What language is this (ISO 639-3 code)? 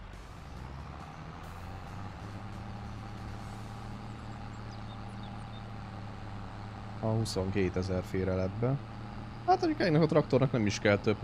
hun